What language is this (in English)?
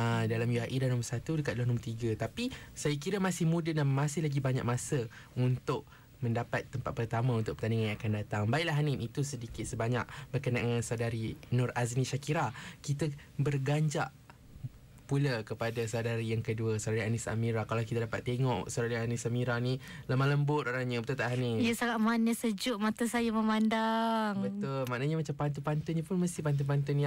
Malay